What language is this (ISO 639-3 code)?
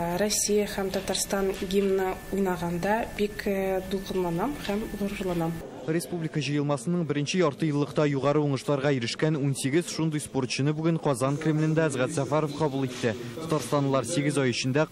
tat